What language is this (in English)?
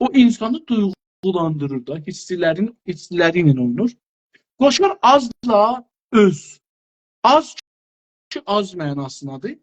South Azerbaijani